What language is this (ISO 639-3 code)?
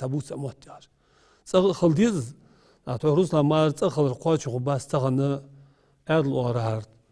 inh